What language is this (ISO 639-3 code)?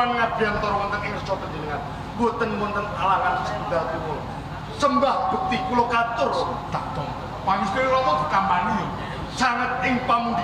jav